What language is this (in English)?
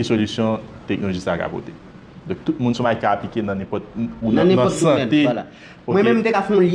Haitian Creole